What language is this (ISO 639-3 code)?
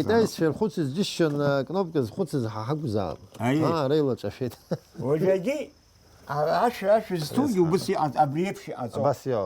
abk